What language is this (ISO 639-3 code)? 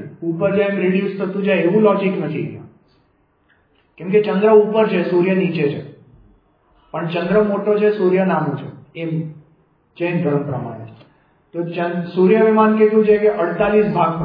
guj